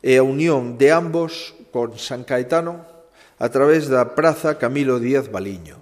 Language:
Galician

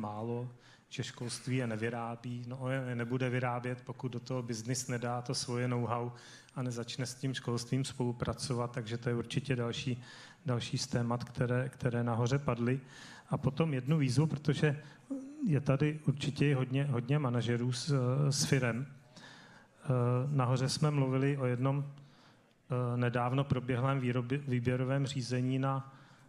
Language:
Czech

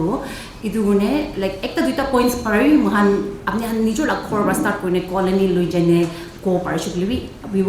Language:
Naga Pidgin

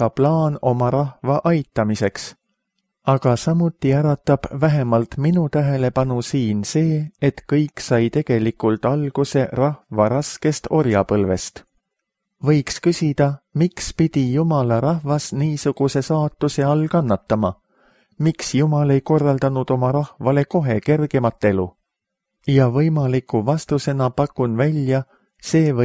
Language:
Estonian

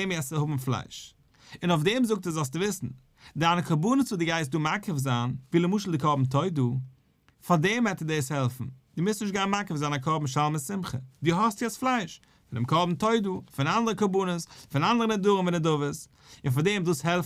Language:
Yiddish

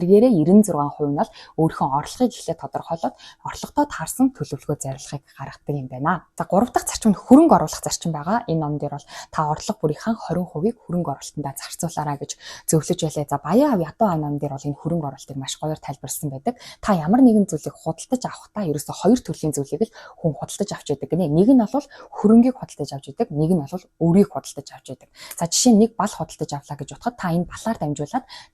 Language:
Mongolian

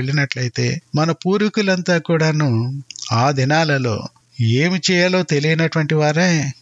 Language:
Telugu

